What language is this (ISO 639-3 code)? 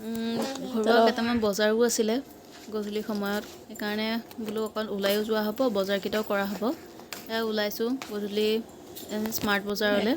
asm